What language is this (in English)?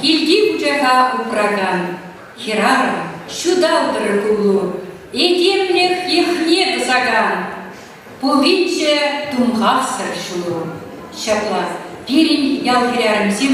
Chuvash